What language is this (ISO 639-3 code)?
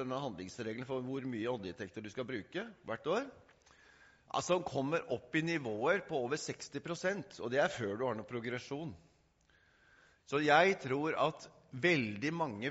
nor